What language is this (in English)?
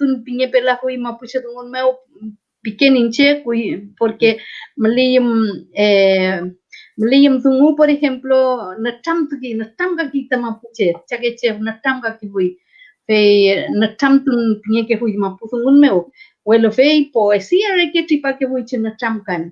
Mapuche